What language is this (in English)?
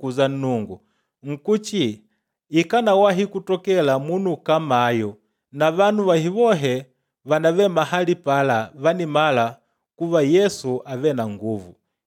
Makonde